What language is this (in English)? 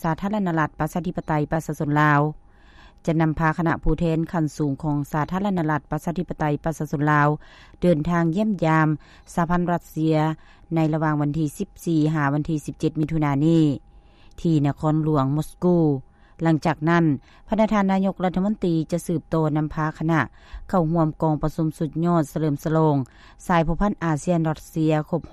Lao